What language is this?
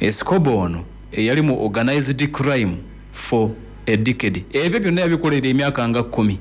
Ganda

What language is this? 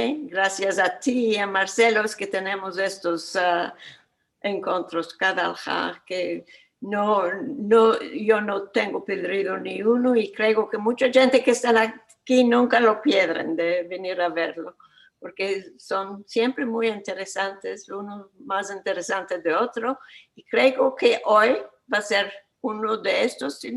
Ladino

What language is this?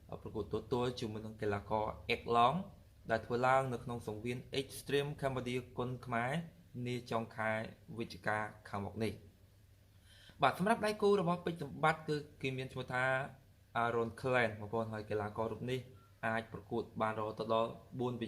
Khmer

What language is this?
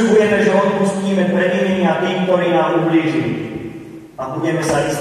Slovak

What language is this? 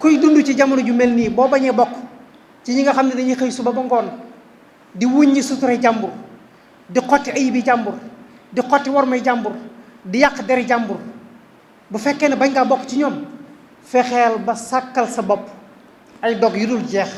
Wolof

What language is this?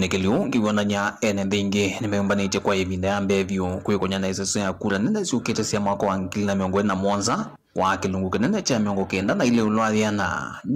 Kamba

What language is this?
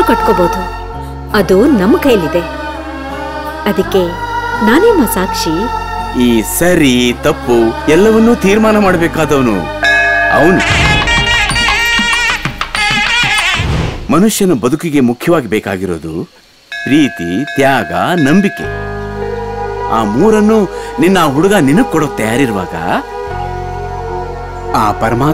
Kannada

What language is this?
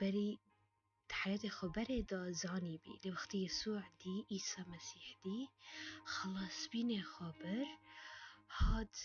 Kurdish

